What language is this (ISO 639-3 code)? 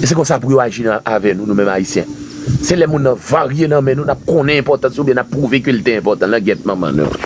hat